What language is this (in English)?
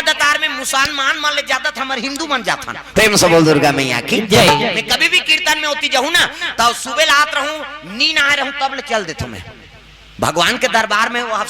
Chhattisgarhi